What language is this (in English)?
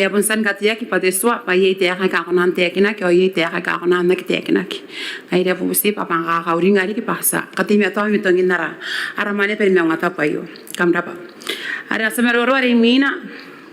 Gilbertese